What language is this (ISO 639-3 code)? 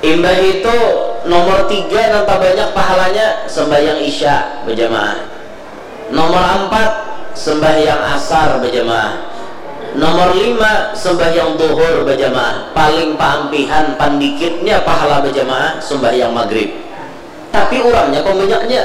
bjn